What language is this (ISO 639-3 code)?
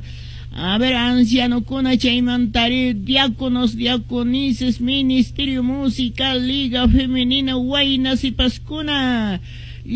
que